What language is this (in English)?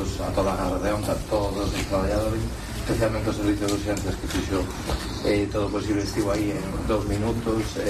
Galician